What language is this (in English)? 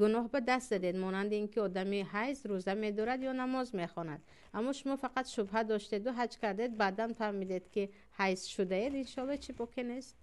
Tajik